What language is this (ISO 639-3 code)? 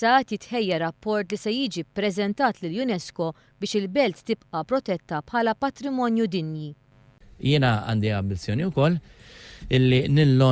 mlt